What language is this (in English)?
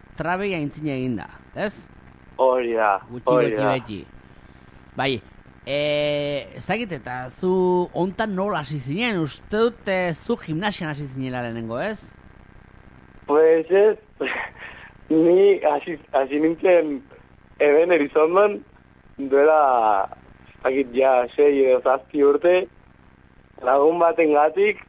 Basque